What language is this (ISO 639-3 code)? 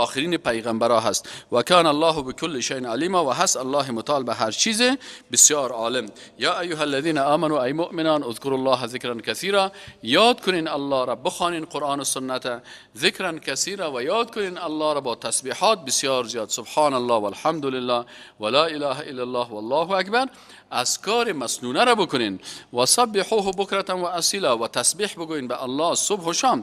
fas